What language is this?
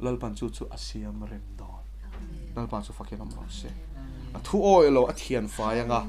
Mizo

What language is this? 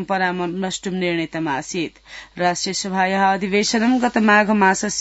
Sanskrit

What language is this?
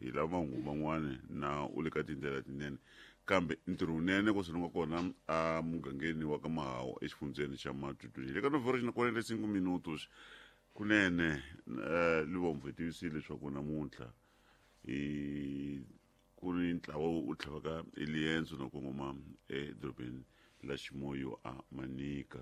Tsonga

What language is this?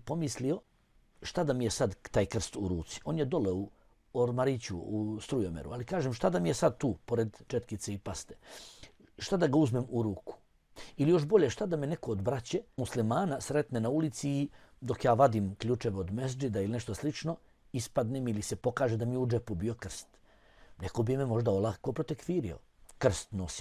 Bosnian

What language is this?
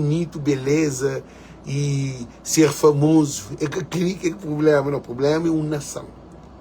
Kabuverdianu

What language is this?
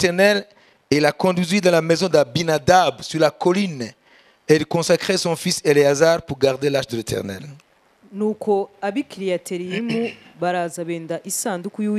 Kinyarwanda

